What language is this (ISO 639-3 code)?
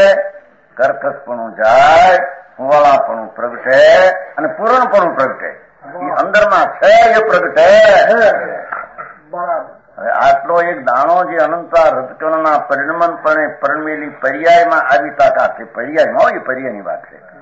guj